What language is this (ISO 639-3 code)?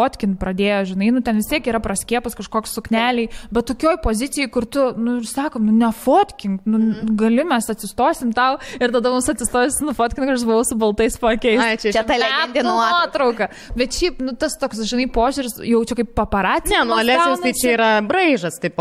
lit